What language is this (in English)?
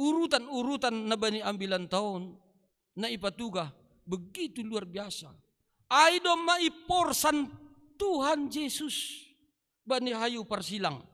Batak Simalungun